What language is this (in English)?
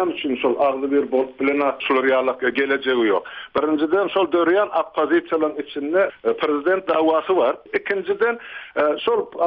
Turkmen